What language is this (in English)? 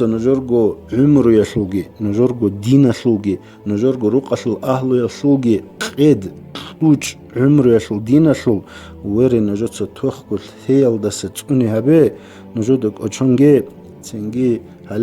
Avaric